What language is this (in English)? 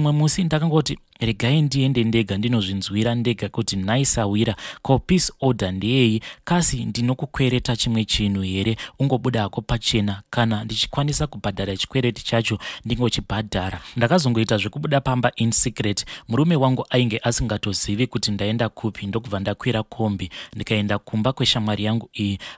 Shona